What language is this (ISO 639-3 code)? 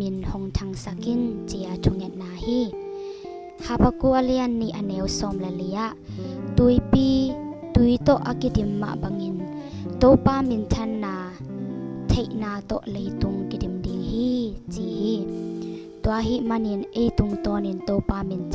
ctd